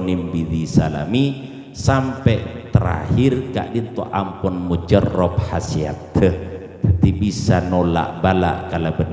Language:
Madurese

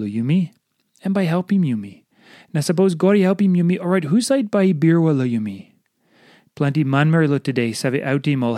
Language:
Tok Pisin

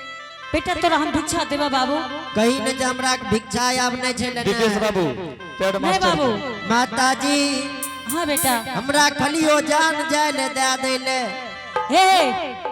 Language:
Angika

